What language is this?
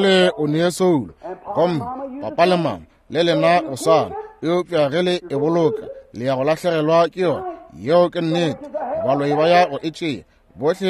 Northern Sotho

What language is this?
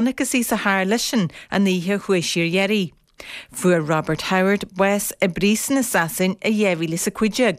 Irish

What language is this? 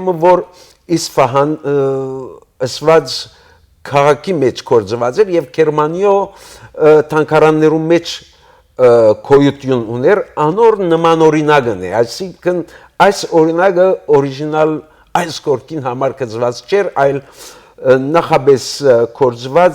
Western Armenian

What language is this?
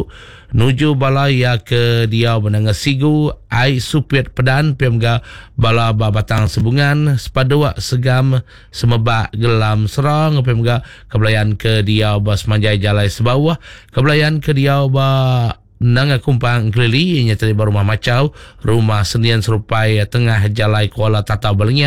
Iban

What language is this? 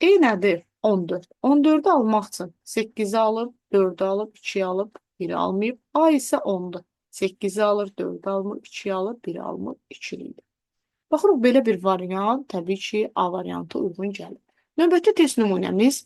Azerbaijani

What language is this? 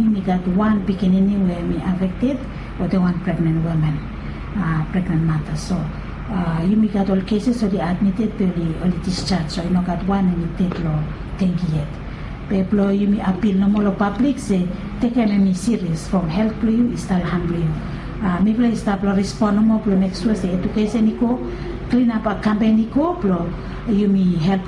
Bislama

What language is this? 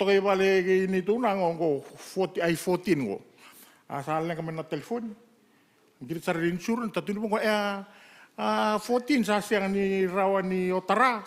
Fijian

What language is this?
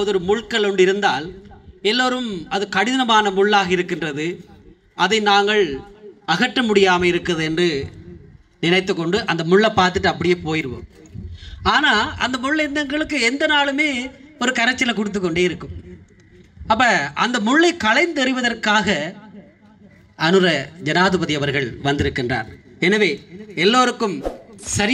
Tamil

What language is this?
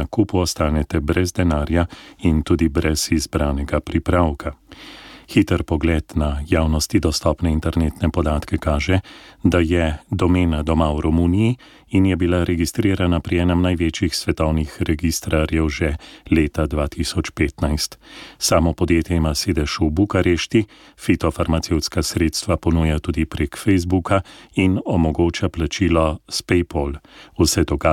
Slovenian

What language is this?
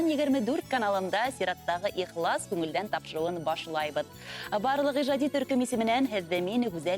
Bashkir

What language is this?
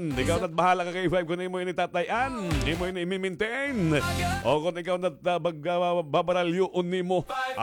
Waray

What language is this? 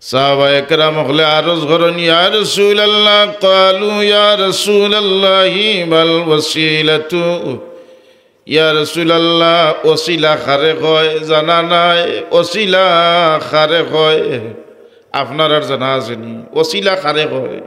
Sylheti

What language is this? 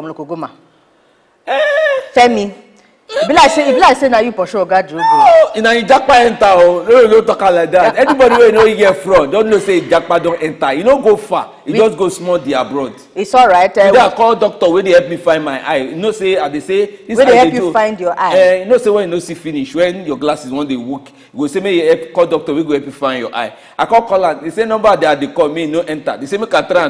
Nigerian Pidgin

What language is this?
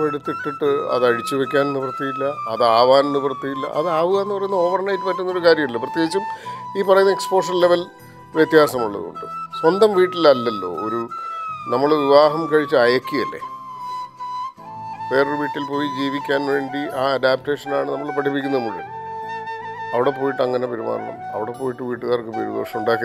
Malayalam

